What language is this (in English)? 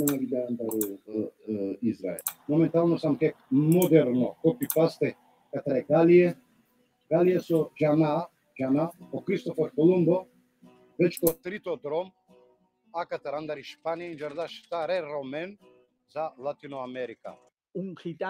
Balkan Romani